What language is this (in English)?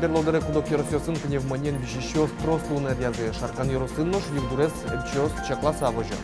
Udmurt